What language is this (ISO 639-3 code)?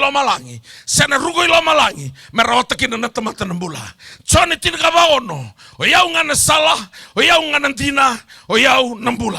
fij